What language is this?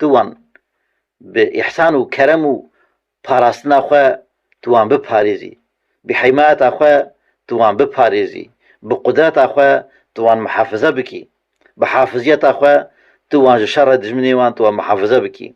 Kurdish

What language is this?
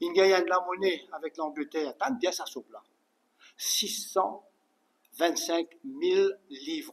Morisyen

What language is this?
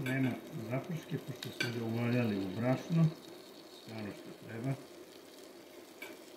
Croatian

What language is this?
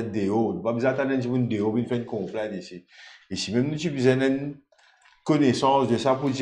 Morisyen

